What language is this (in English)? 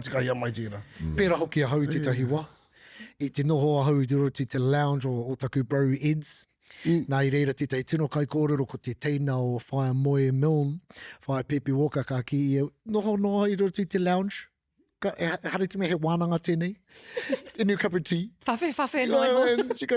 Māori